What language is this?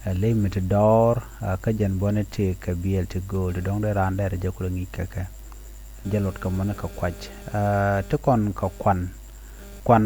Nuer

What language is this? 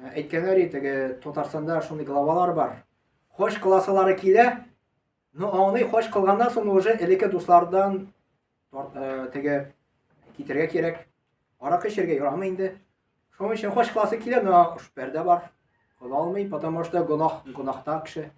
Tatar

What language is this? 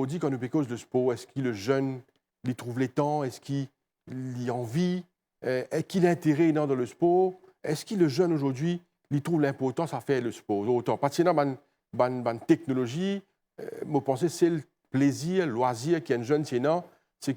Morisyen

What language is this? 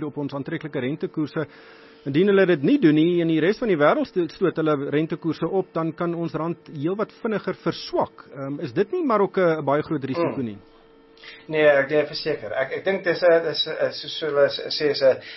Afrikaans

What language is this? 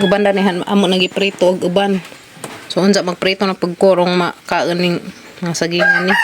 Cebuano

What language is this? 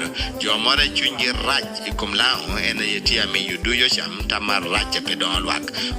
Lango (Uganda)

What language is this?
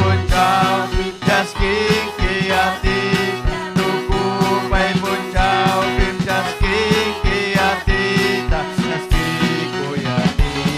Ayacucho Quechua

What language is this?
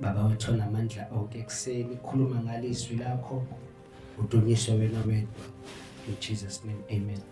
Zulu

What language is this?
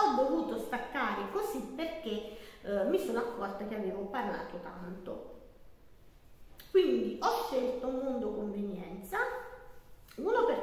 Italian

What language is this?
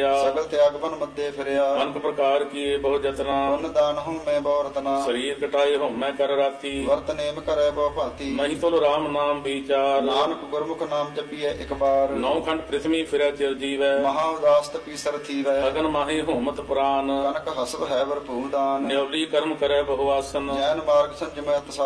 Punjabi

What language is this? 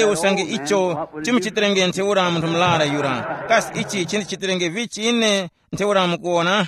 Tumbuka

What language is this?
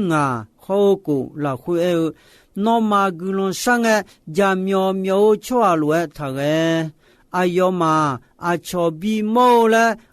Akha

